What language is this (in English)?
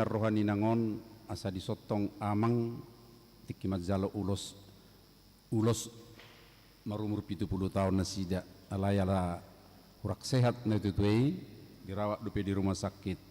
Batak Toba